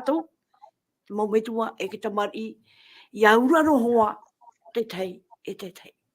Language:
Tahitian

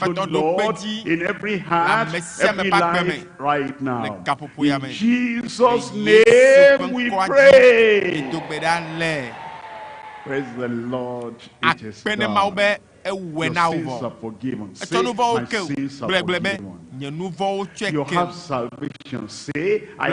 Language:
Ewe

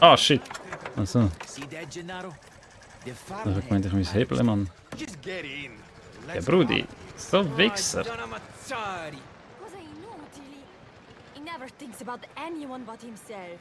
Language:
Swiss German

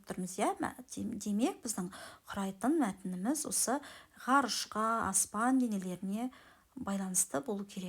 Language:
Kazakh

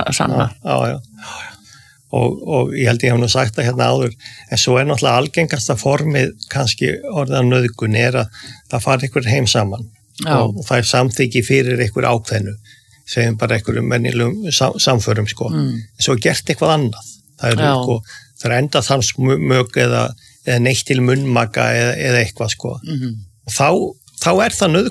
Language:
Icelandic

